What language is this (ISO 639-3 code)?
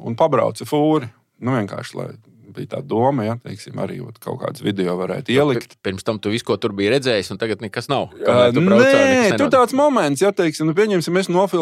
lav